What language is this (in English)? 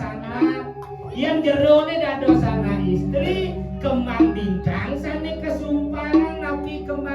Balinese